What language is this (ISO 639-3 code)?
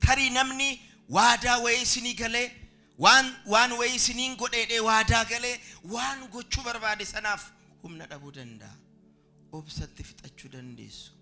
orm